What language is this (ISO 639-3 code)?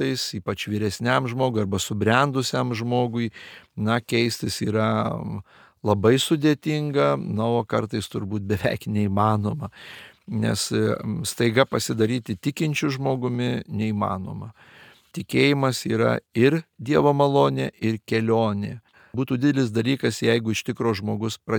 lit